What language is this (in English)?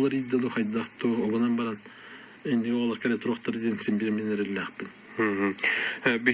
Yakut